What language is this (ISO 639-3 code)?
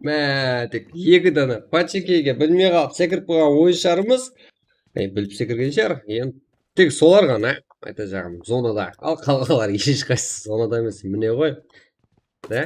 kaa